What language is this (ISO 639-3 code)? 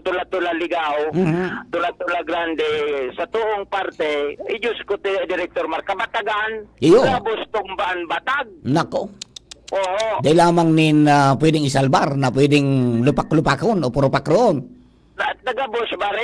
bik